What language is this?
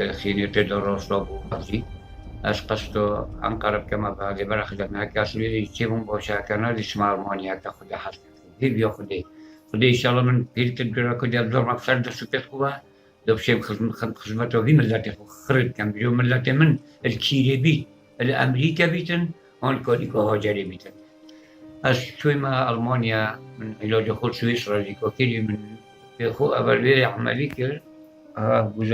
Kurdish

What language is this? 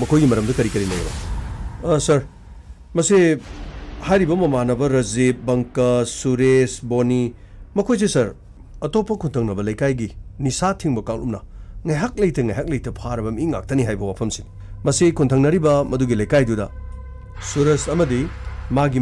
Manipuri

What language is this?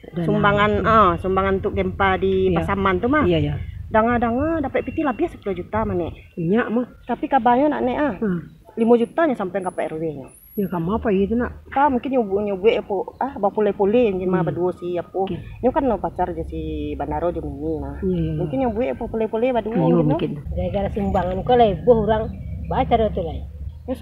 Minangkabau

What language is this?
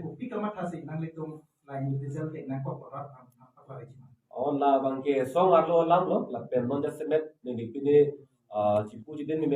Karbi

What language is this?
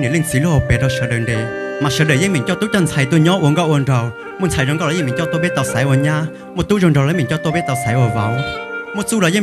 Hmong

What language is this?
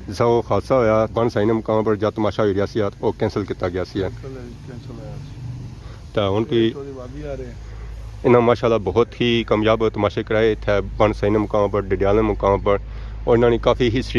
Pahari-Potwari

